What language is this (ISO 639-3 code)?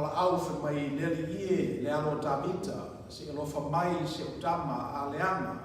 smo